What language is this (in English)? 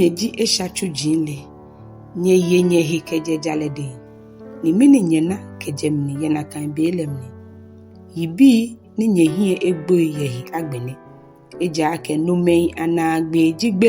Ga